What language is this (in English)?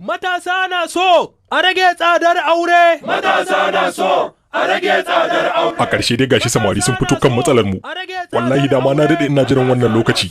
Hausa